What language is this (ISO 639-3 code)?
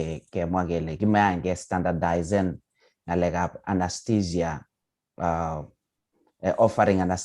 kln